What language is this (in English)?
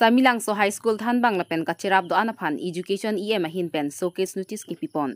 Karbi